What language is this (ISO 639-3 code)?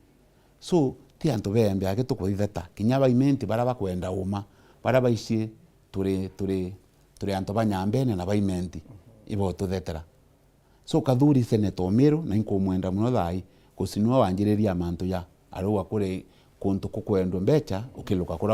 mer